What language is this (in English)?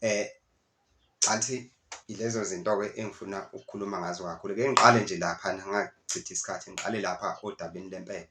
Zulu